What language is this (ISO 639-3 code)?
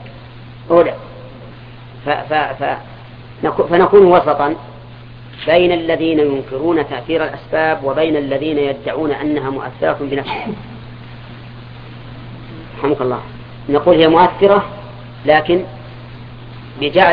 ara